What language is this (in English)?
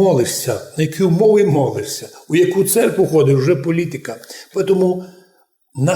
Rusyn